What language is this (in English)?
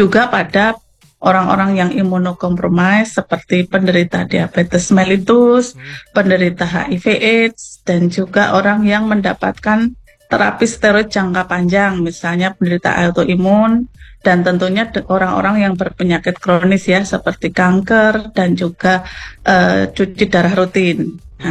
Indonesian